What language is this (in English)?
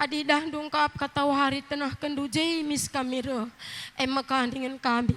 Batak Karo